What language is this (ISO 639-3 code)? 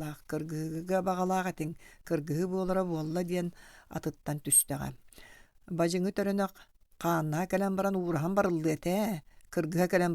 sah